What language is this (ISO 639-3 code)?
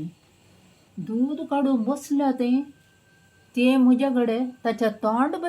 kok